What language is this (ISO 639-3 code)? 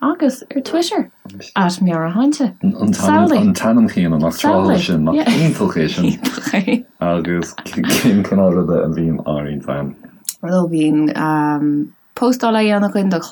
gle